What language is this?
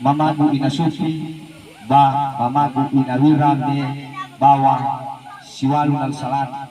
Nias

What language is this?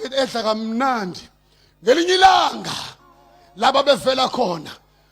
Zulu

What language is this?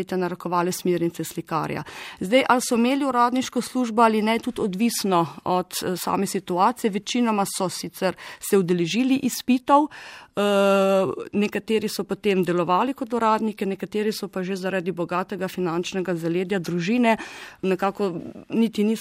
Slovenian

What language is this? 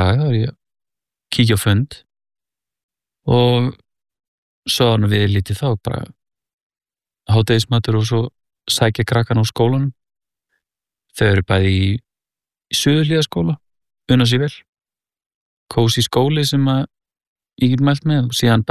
Icelandic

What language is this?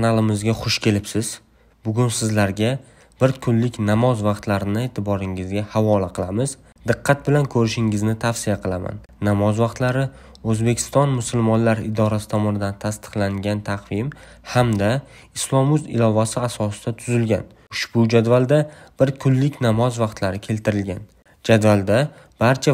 Uzbek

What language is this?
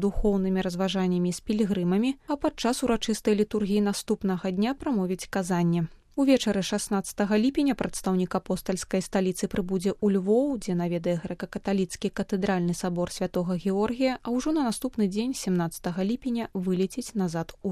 Belarusian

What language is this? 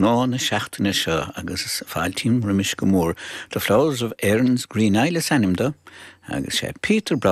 Irish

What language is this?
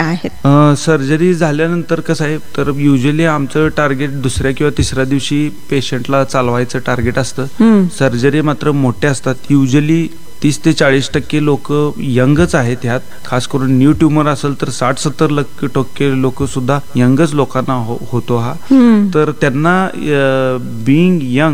Marathi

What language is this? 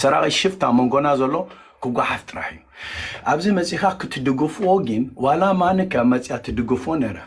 Tigrinya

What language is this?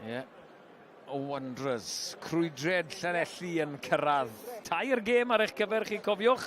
Welsh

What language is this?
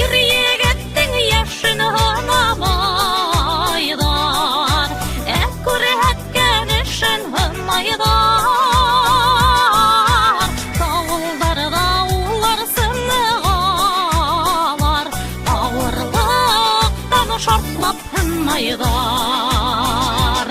Bashkir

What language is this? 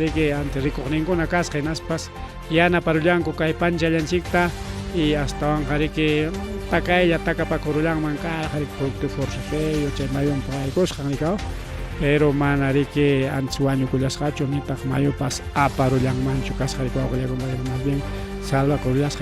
Ayacucho Quechua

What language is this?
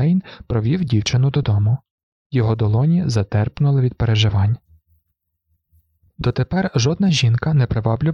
Ukrainian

